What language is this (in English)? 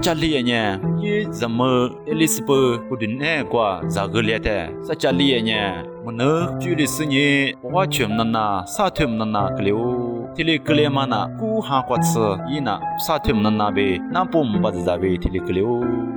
Lisu